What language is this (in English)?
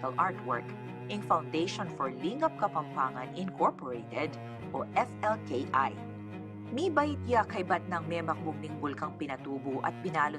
Pampanga